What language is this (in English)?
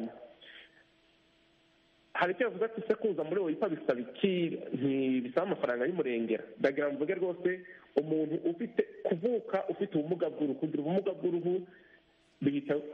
Kinyarwanda